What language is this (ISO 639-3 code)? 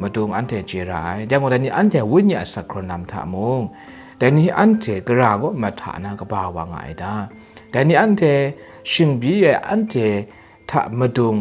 kac